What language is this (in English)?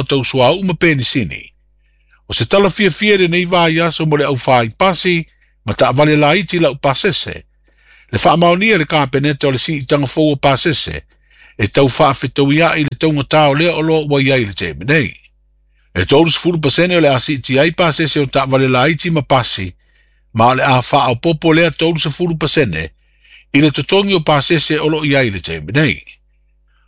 Samoan